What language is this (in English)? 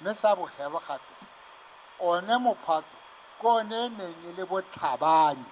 Tswana